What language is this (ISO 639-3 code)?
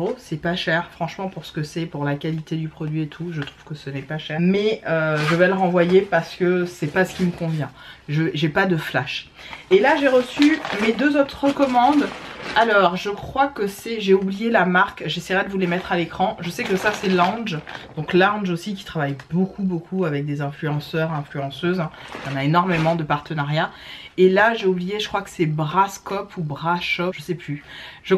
fra